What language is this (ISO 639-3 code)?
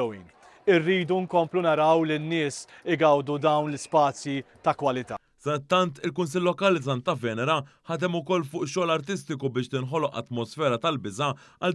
mlt